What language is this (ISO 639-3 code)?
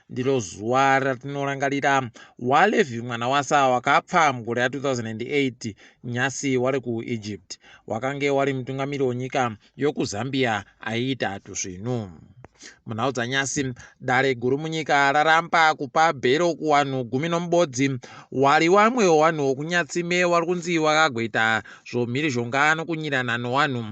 ndc